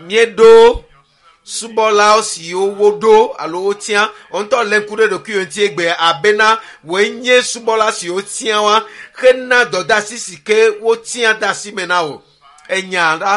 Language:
Ewe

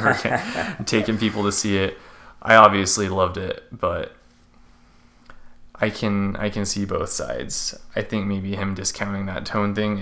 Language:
English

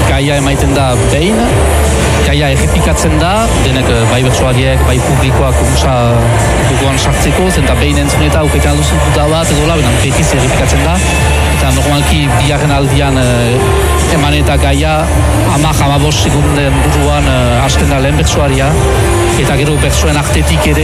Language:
Basque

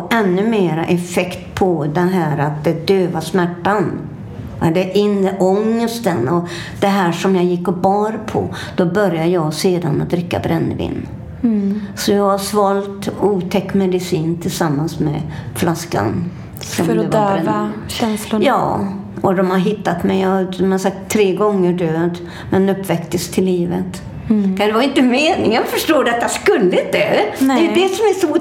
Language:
Swedish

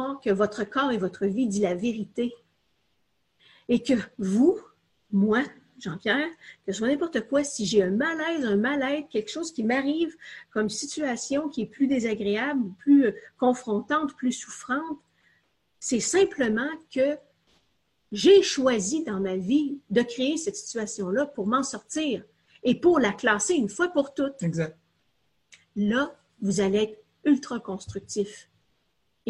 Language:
French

